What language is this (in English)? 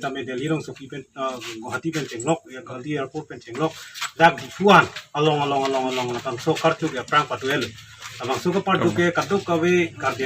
Karbi